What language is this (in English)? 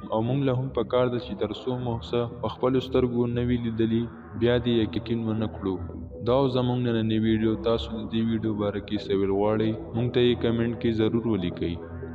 Pashto